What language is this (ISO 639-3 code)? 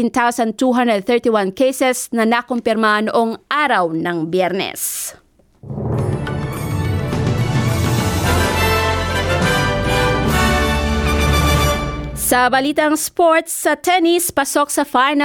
fil